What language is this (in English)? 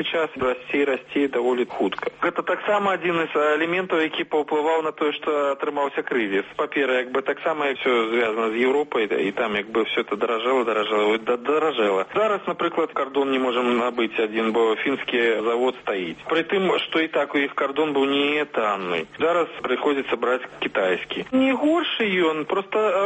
Belarusian